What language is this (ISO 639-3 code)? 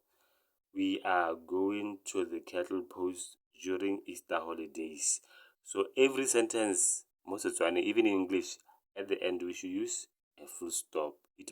tsn